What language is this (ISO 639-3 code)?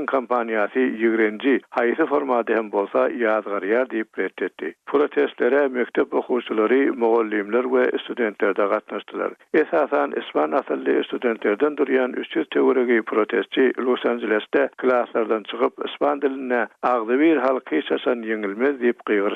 tuk